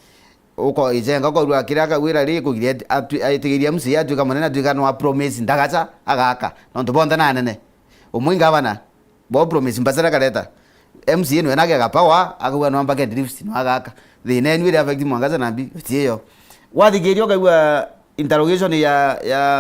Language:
Meru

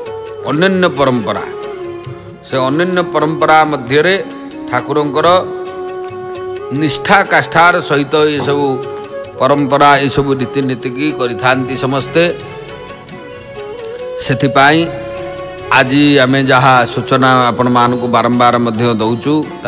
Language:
Odia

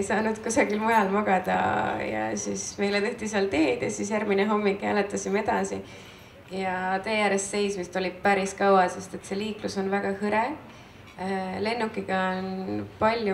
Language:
Estonian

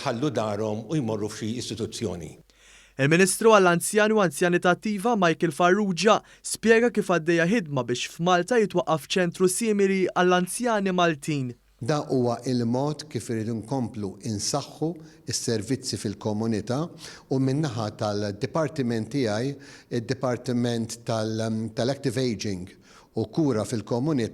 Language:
Maltese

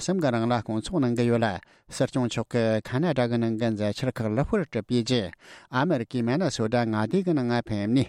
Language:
Tibetan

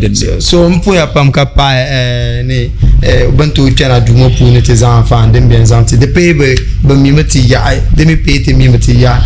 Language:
Dagbani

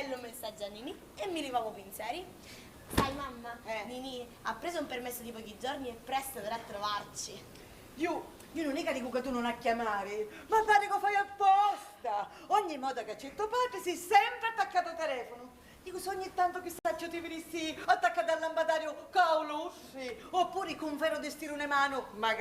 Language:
Sicilian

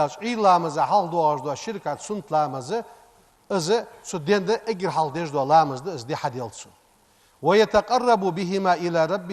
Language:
Ingush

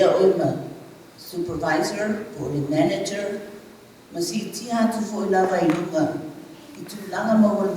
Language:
Samoan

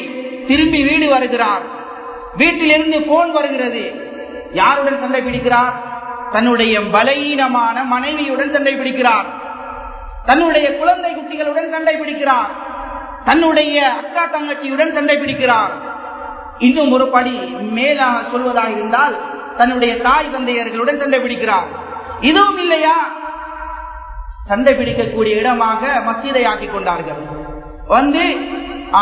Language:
Tamil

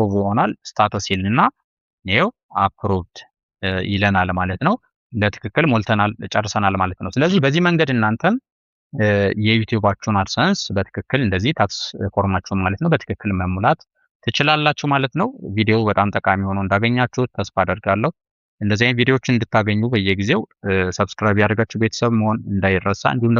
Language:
Amharic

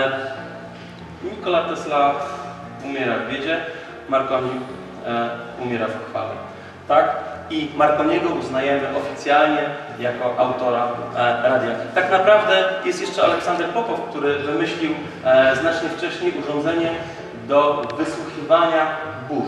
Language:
Polish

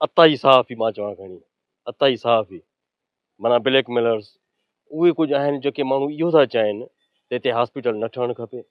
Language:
Sindhi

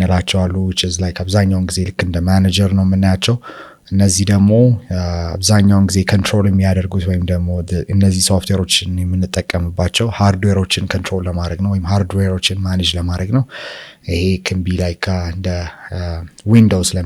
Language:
Amharic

